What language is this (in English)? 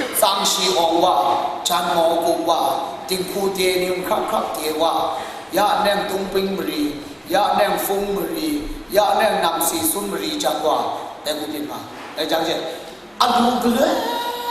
Kachin